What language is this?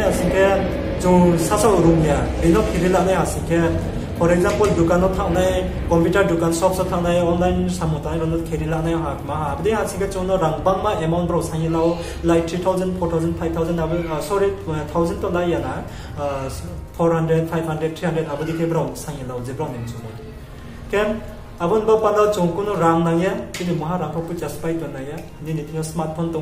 Riang (India)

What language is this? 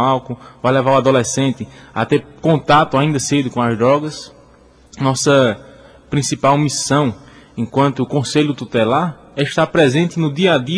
Portuguese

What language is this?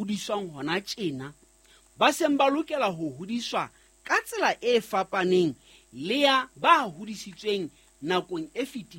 Southern Sotho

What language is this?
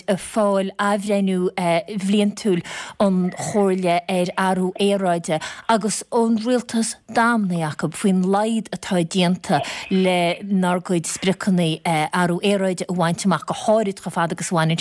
Irish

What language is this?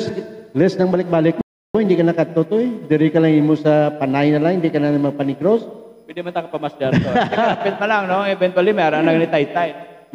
Hiligaynon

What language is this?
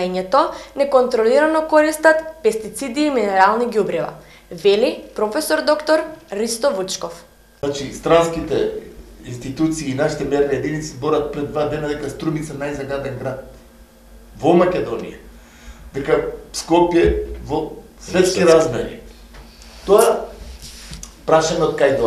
Macedonian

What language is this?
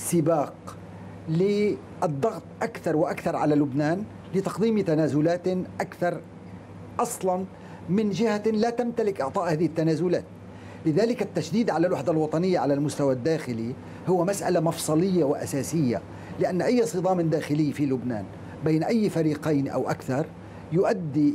Arabic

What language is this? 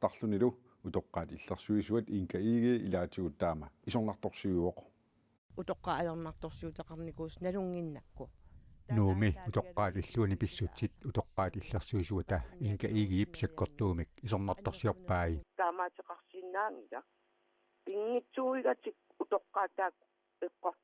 Kalaallisut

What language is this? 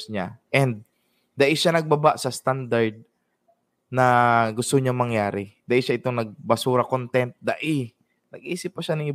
Bikol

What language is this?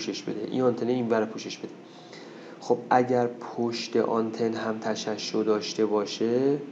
Persian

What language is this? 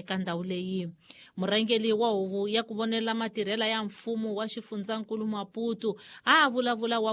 Tsonga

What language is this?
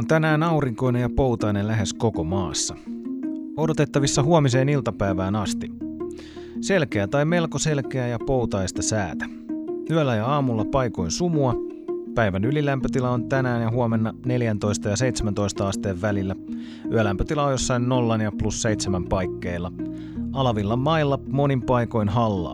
Finnish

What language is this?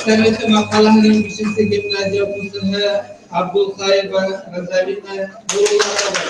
Bashkir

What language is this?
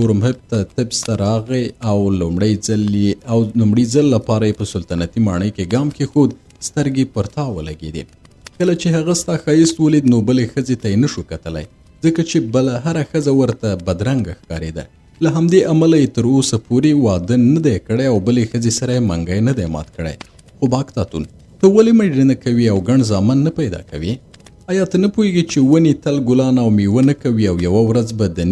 Pashto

